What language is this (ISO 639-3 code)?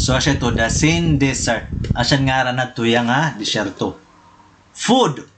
war